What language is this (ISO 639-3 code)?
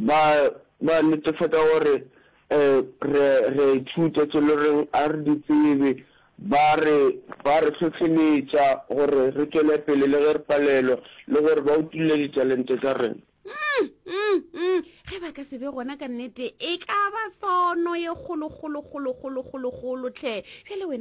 nso